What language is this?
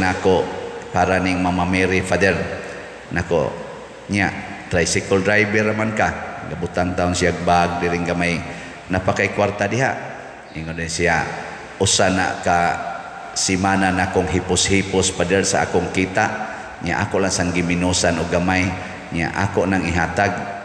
Cebuano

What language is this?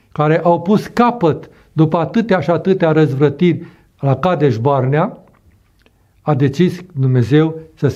Romanian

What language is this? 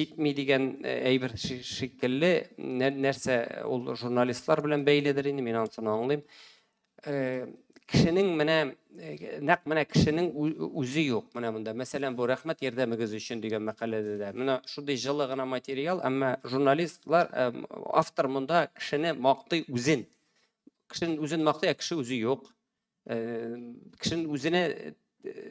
Tatar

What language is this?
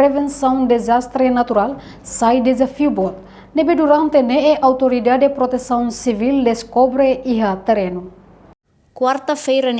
Tetum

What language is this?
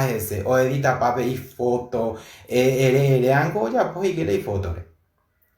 Guarani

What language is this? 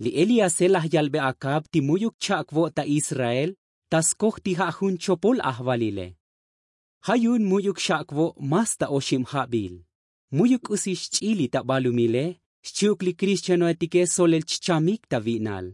Tzotzil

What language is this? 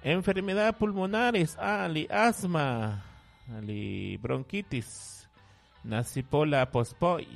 Kekchí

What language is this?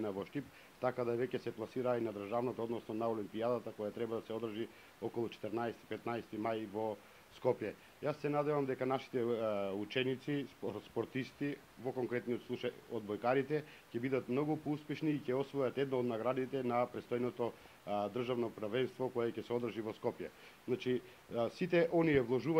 Macedonian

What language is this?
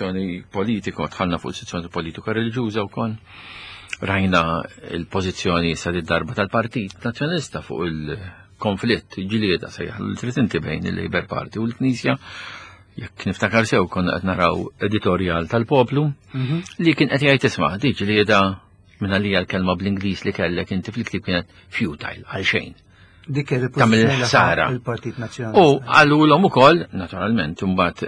Maltese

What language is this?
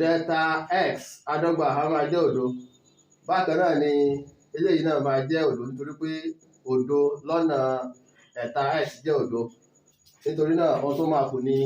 Yoruba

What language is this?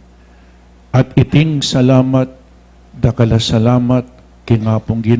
Pampanga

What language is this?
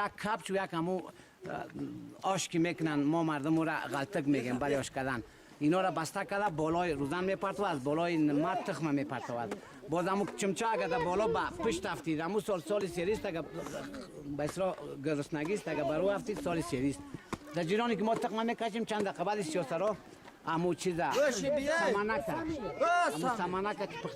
Persian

